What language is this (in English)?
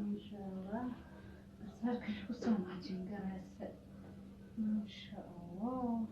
Somali